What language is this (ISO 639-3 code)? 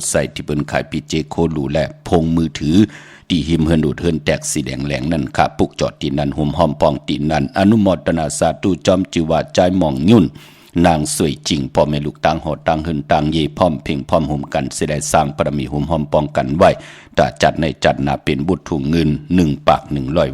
shn